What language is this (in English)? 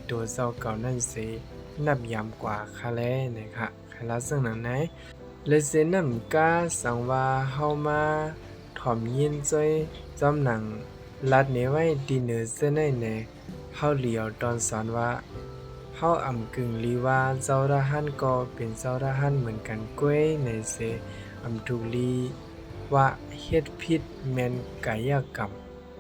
Shan